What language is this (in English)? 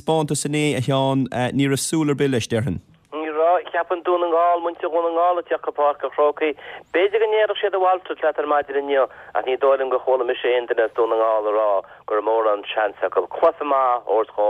Irish